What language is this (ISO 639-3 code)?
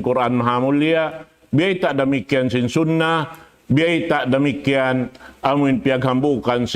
tsg